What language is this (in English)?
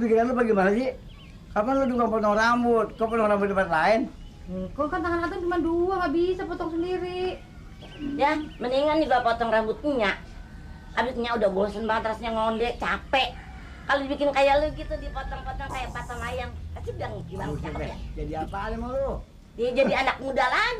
Betawi